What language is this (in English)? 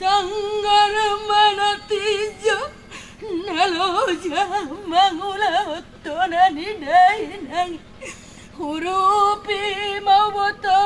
Batak Toba